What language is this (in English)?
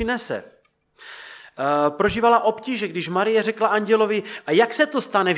Czech